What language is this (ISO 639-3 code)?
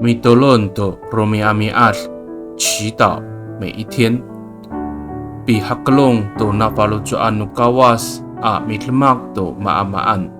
ami